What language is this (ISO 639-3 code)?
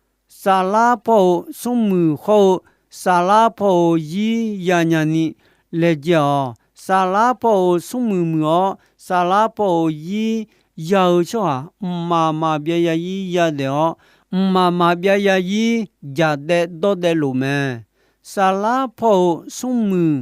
ahk